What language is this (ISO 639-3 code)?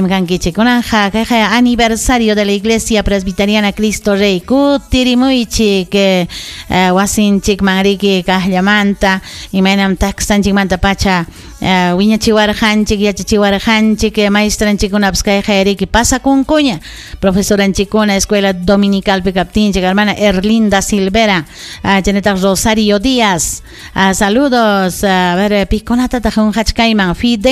quy